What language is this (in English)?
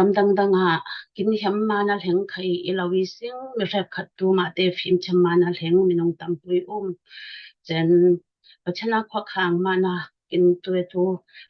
Falam Chin